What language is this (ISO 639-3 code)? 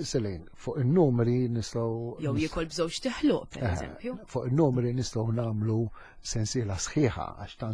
mlt